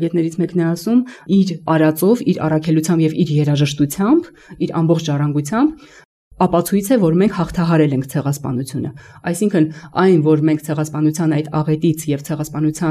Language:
Armenian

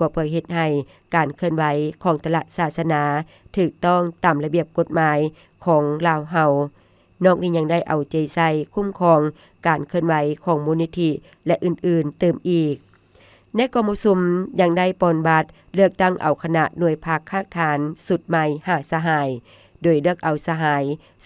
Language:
Lao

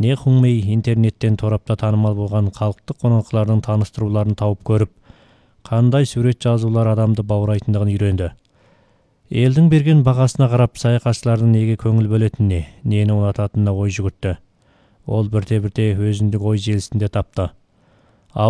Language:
Kazakh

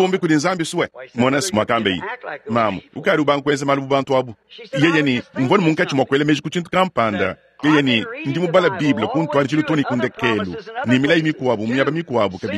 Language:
Luba-Lulua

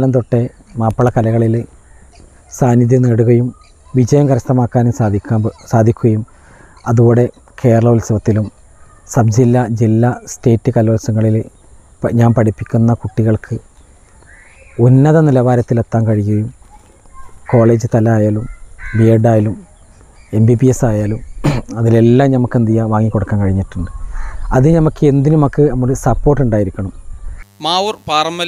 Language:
Malayalam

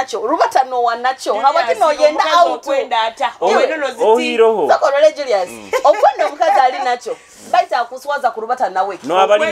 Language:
Nyoro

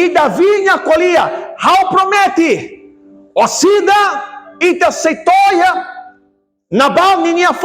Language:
Tetum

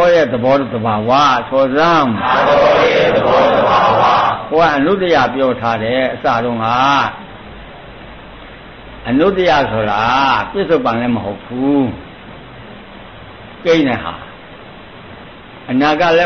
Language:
Burmese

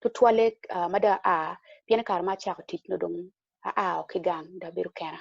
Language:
Acoli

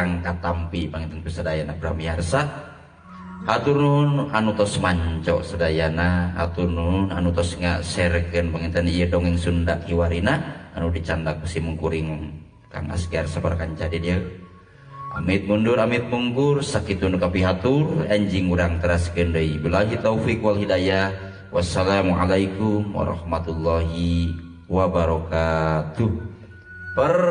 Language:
Sundanese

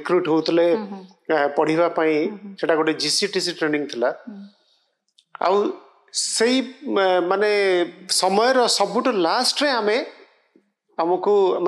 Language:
Odia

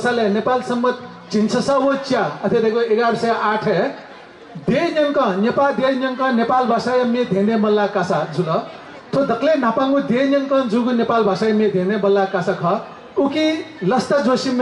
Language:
Newari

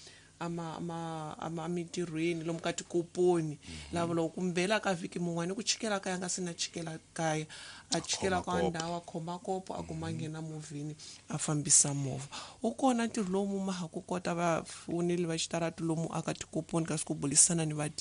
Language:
Tsonga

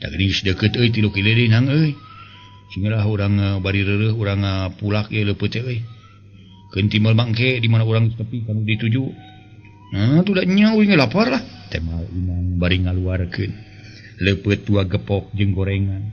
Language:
Sundanese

